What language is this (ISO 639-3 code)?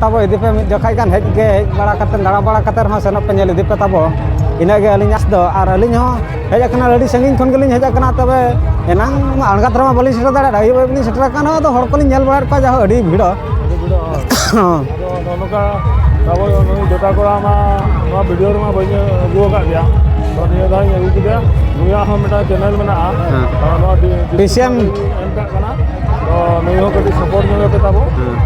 sat